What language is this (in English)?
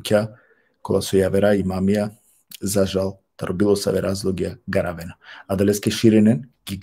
Balkan Romani